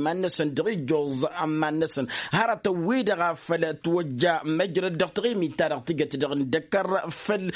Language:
Tamasheq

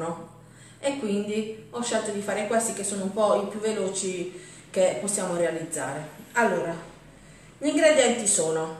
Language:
Italian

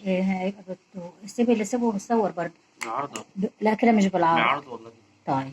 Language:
Egyptian Arabic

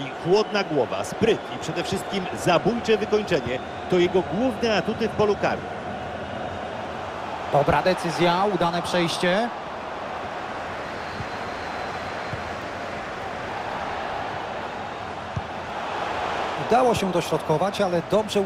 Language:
Polish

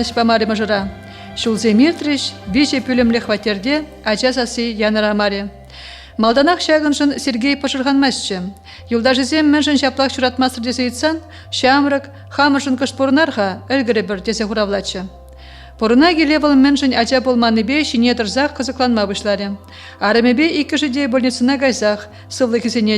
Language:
Chuvash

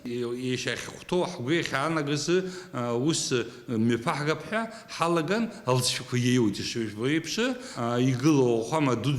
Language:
Abkhazian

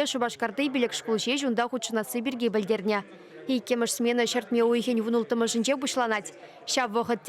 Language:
Chuvash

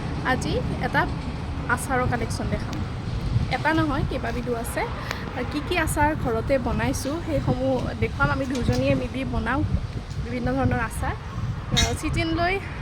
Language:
Assamese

